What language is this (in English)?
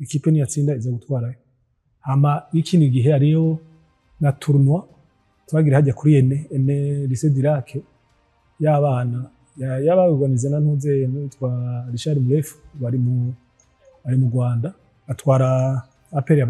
Rundi